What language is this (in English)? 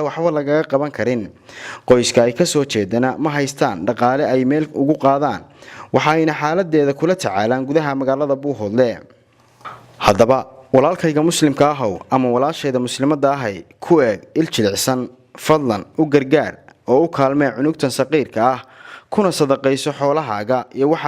Somali